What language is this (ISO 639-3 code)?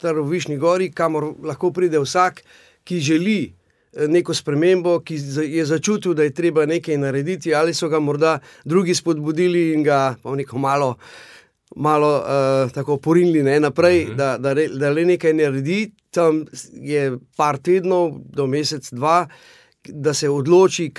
slv